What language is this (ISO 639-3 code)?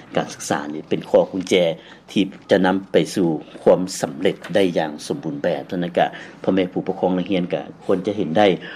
lao